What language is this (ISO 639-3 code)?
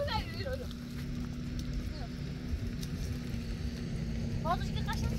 fas